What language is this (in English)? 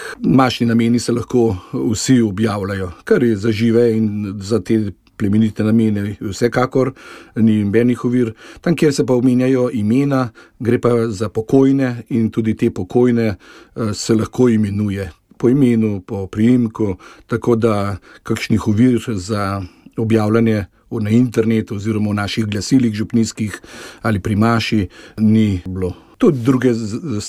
Slovenian